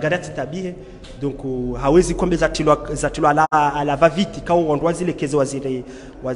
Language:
Swahili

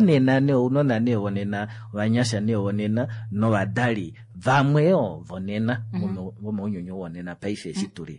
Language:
Kuanyama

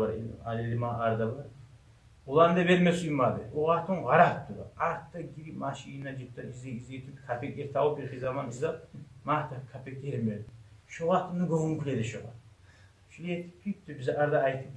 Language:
Kumyk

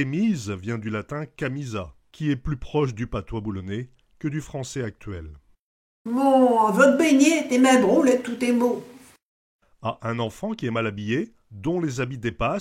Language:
Picard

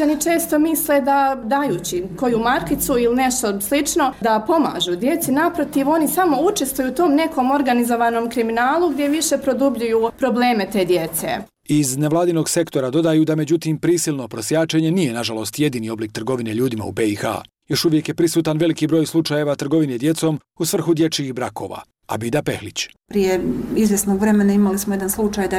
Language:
Bosnian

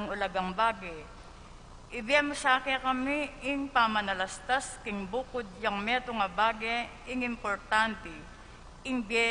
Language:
Pampanga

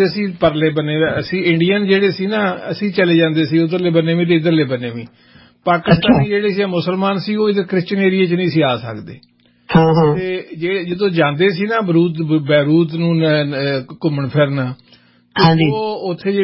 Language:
Punjabi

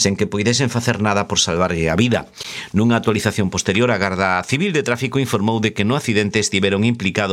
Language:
Galician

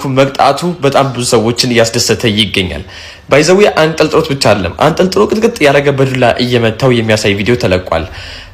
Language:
Amharic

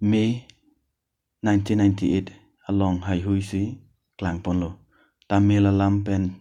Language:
Karbi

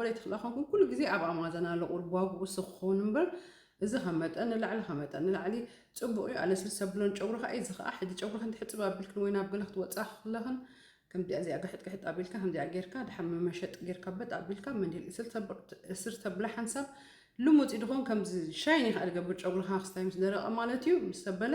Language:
Tigrinya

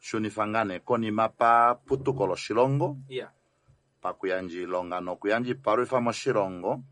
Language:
Kuanyama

